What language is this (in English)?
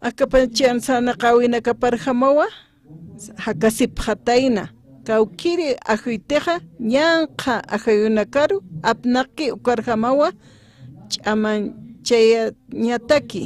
Aymara